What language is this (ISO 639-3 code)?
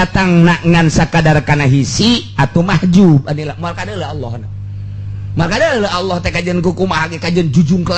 sun